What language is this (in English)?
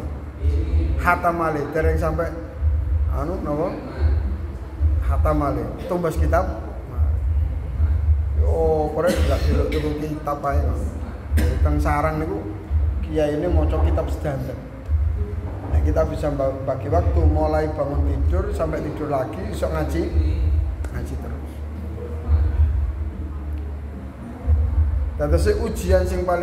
Javanese